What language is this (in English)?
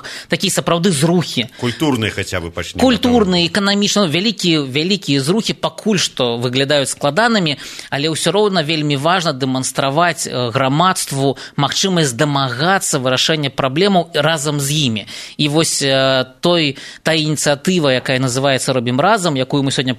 Belarusian